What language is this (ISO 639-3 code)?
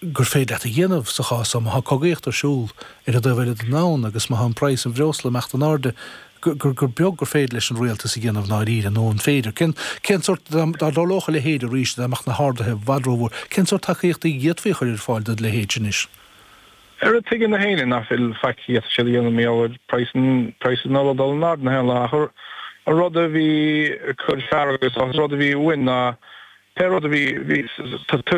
gle